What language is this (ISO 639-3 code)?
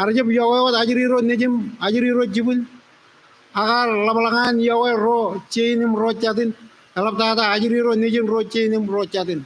mah